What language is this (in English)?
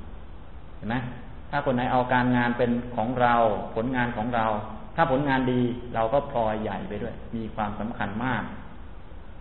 Thai